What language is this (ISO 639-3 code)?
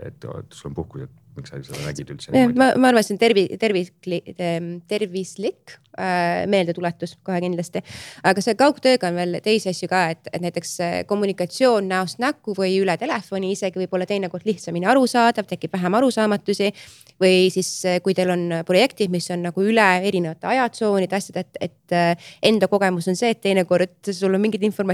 est